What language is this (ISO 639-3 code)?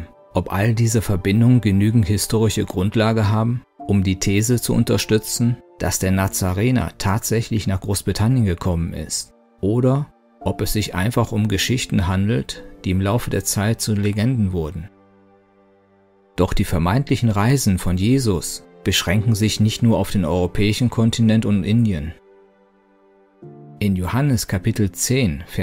deu